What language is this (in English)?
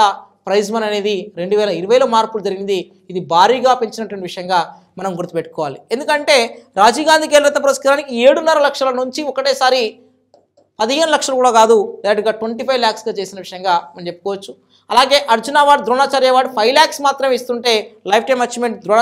Telugu